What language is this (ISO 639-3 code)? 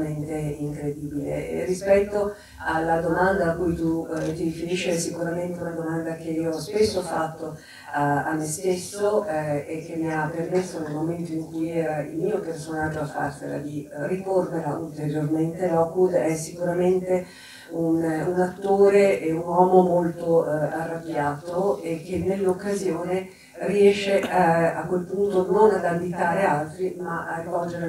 ita